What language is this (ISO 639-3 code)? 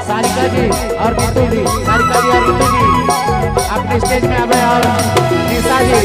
sck